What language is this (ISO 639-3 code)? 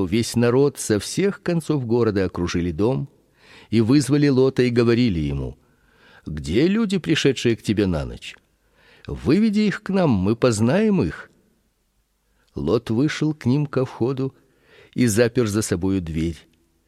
rus